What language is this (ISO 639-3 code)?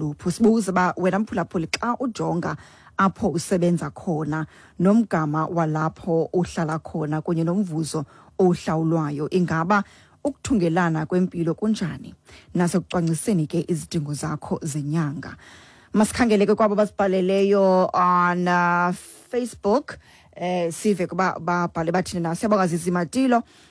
xho